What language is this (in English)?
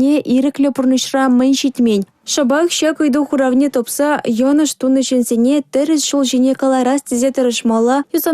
Chuvash